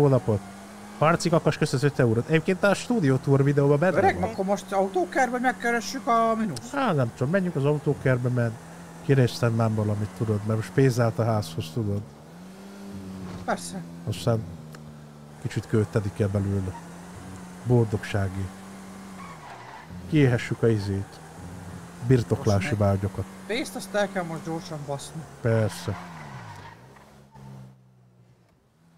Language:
Hungarian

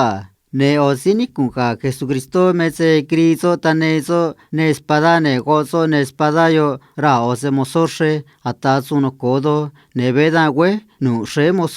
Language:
Copala Triqui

